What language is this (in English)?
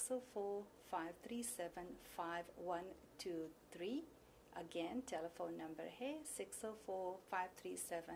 Fiji Hindi